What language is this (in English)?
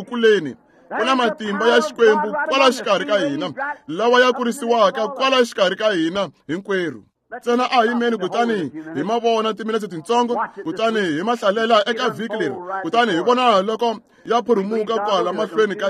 Tsonga